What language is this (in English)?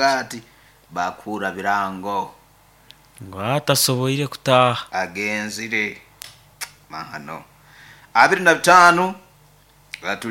Nyankole